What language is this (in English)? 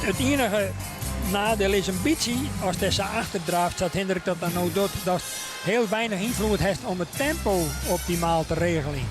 Western Frisian